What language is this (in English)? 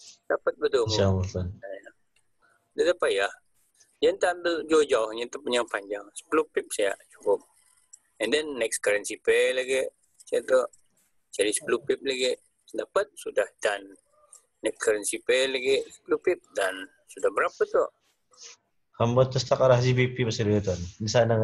Malay